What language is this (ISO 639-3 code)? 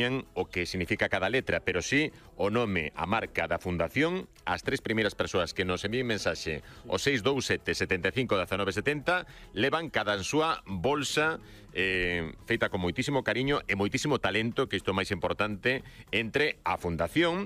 glg